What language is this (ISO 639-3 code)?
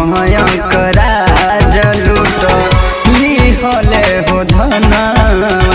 bho